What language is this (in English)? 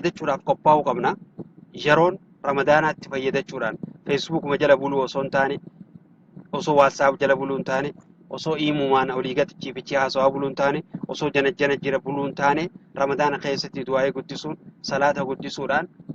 Oromo